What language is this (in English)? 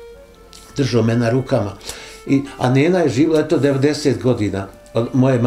Bosnian